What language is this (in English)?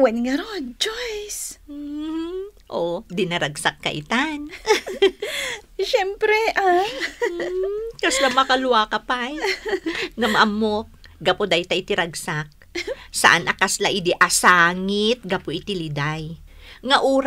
Iloko